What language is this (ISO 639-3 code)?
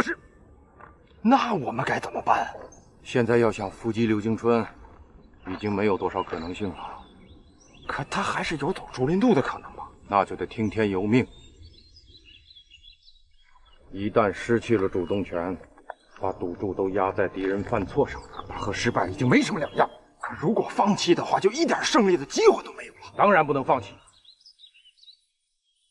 zho